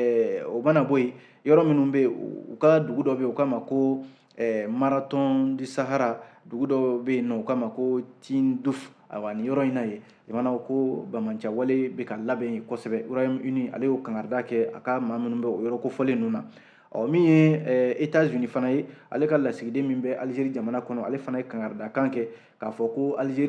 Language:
Bambara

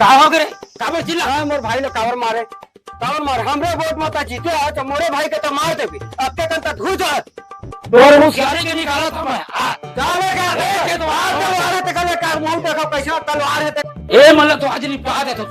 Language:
Chhattisgarhi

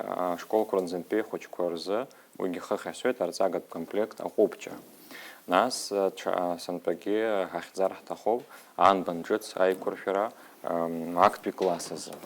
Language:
Abkhazian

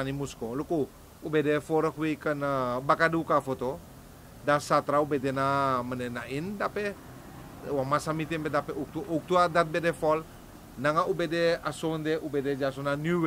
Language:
Sranan Tongo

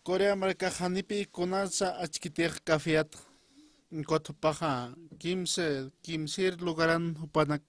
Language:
Aymara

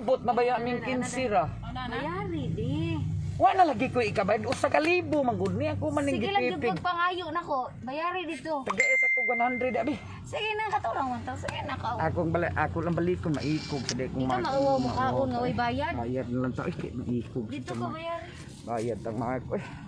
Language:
Cebuano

